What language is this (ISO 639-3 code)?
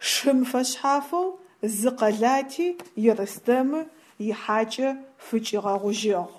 ady